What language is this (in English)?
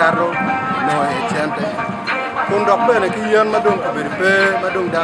Acoli